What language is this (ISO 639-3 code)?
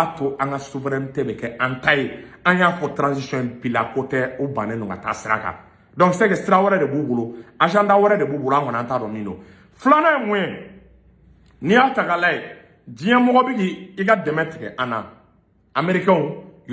bam